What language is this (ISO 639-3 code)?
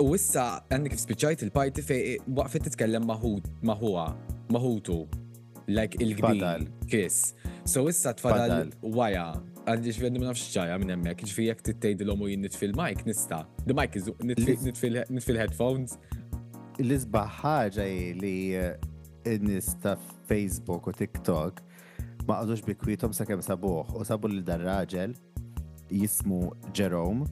mlt